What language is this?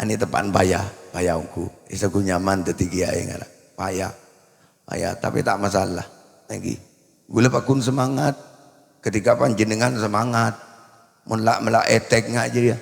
Madurese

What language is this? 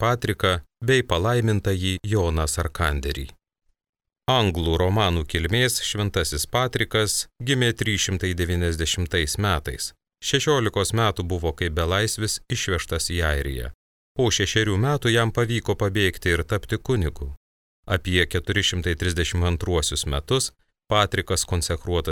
Lithuanian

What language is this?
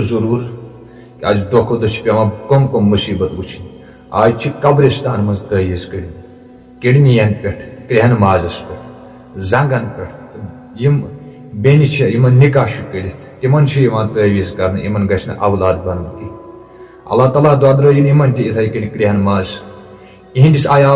Kashmiri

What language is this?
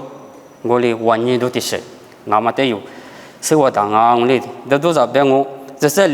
Lisu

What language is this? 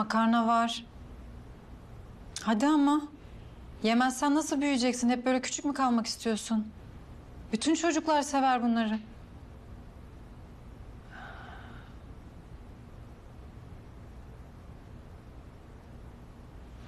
Turkish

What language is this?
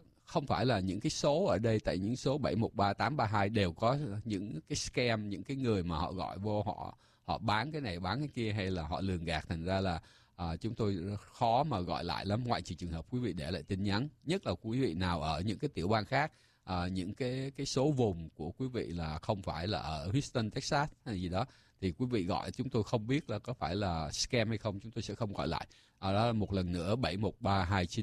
Vietnamese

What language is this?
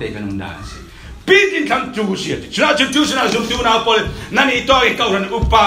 Falam Chin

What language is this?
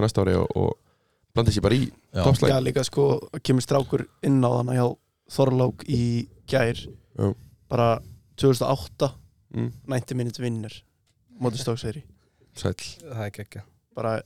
Icelandic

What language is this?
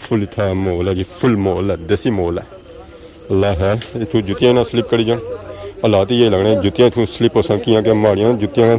Pahari-Potwari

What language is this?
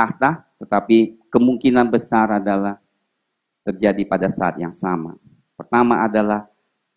Indonesian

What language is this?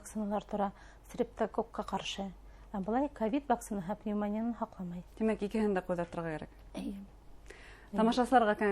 Bashkir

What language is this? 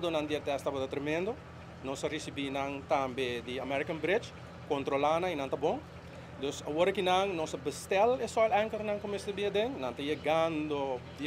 Papiamento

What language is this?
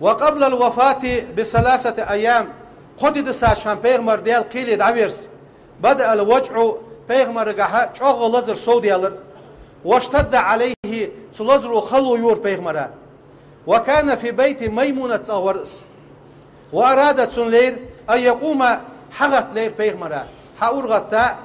Ingush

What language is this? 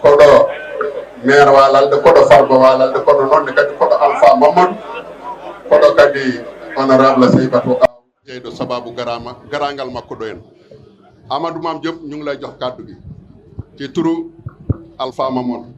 Fula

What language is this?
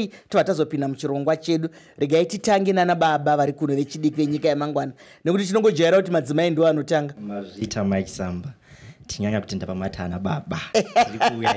Shona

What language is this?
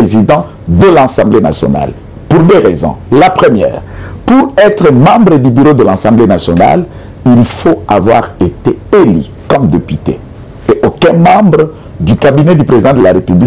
French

